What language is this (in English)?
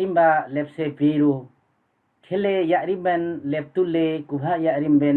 Limbu